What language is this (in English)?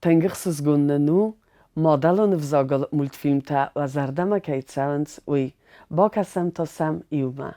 Ossetic